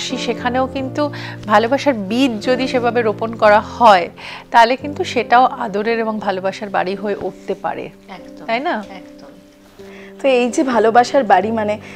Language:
Bangla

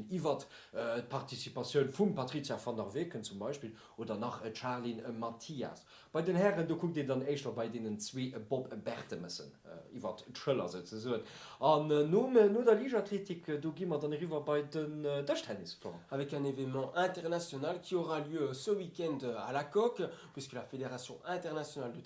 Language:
Luxembourgish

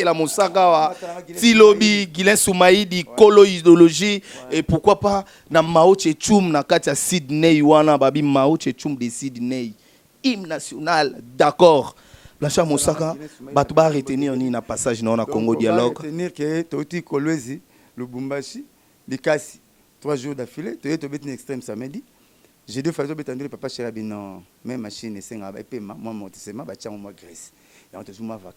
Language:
Lingala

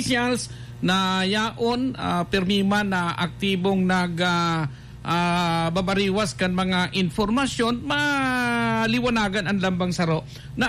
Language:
Bikol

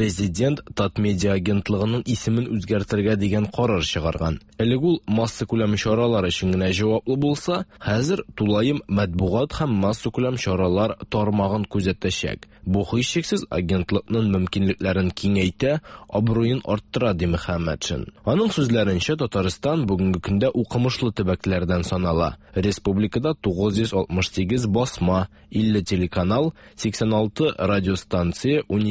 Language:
Tatar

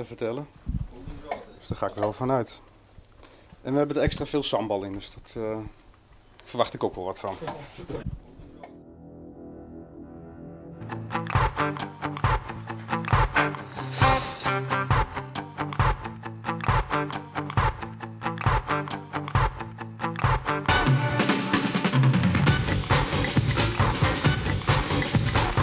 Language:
Dutch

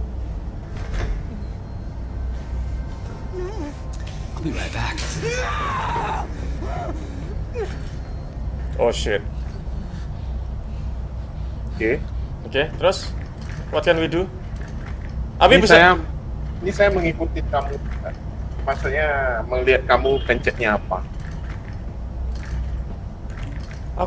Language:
Indonesian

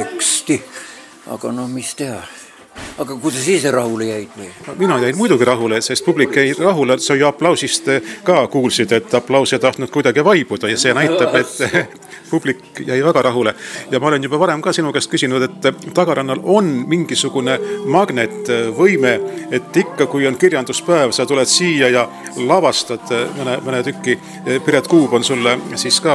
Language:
Estonian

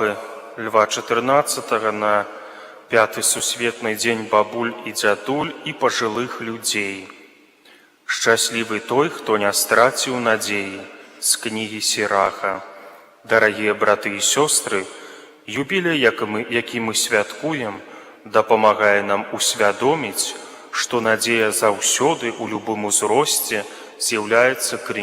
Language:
Belarusian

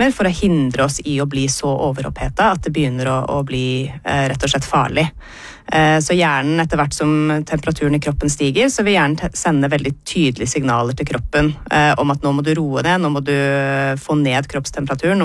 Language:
Norwegian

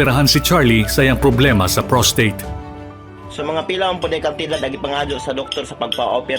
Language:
Cebuano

